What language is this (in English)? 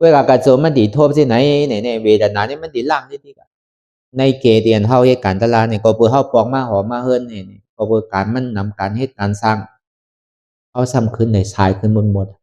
Shan